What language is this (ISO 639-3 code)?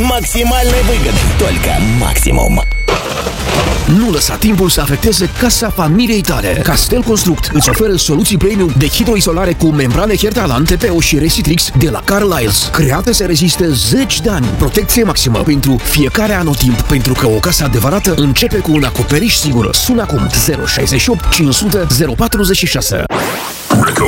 ron